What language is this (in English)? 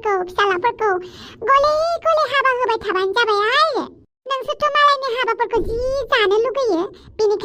Bodo